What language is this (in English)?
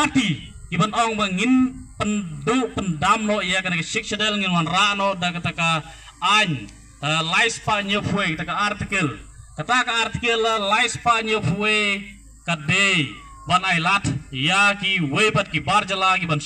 Khasi